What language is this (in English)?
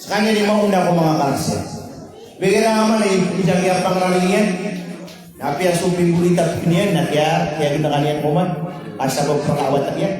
Maranao